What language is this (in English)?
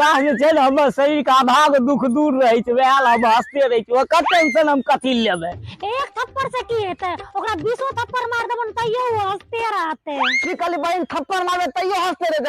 Maithili